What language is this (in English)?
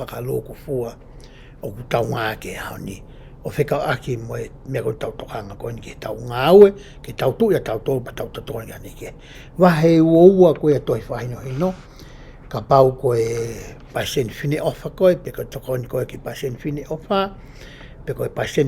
Tongan